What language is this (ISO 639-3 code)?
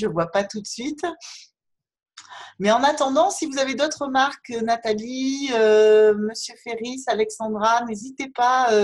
fra